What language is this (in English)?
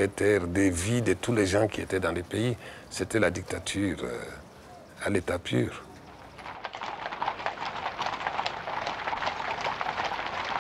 French